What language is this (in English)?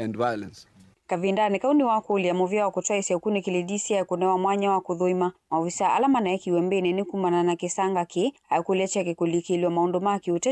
Kamba